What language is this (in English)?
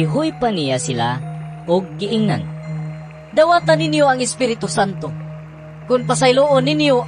Cebuano